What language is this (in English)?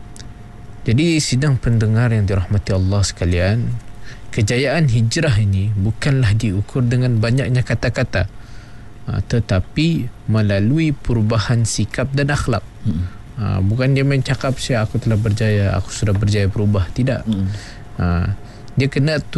Malay